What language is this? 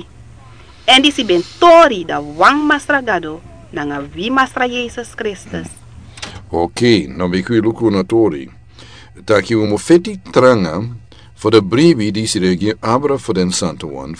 Sranan Tongo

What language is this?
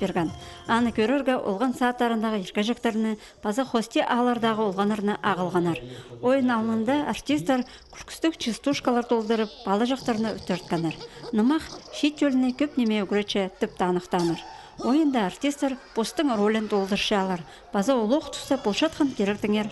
Khakas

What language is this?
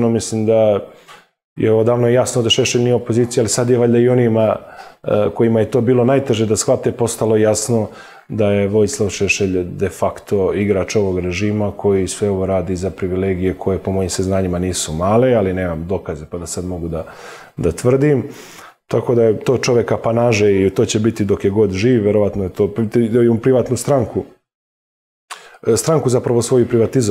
Serbian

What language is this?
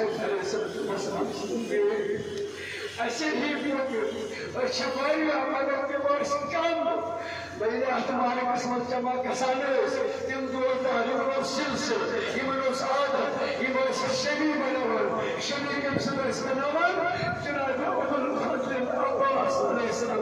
Kashmiri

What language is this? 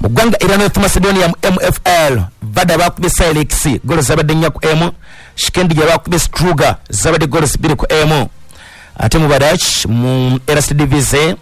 Ganda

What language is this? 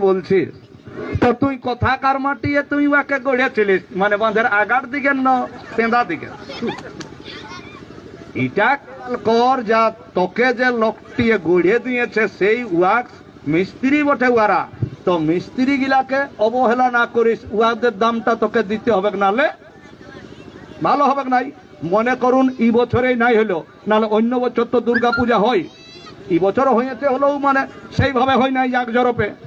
Bangla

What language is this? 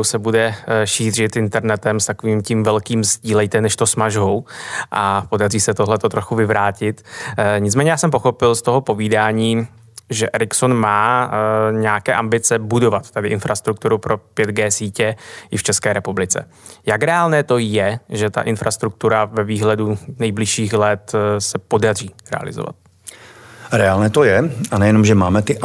Czech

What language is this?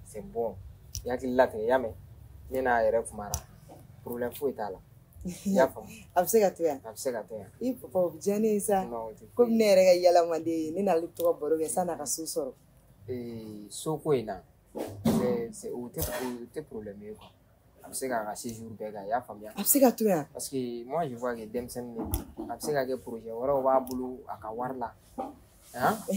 Bambara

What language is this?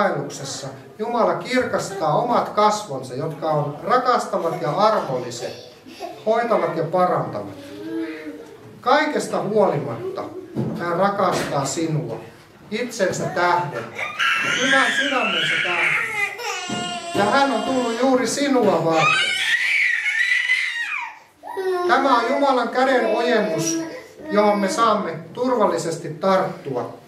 Finnish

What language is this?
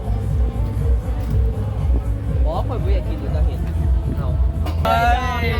Lao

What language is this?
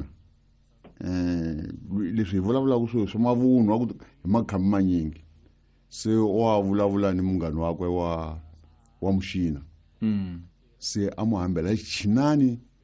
Tsonga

